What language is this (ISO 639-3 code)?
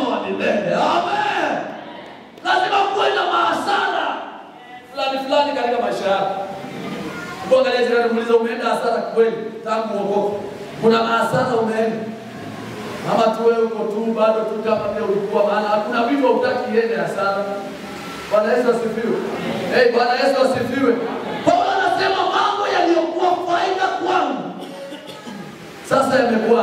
swa